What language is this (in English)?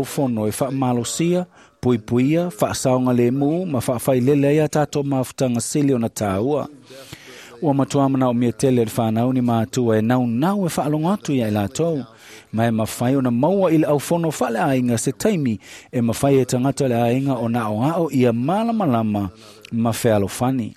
Samoan